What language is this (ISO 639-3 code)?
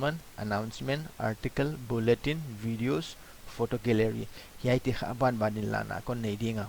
pck